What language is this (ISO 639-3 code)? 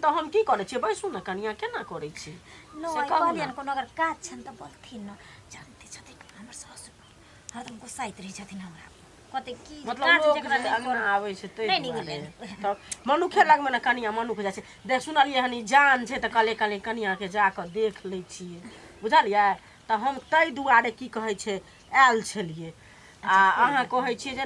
mai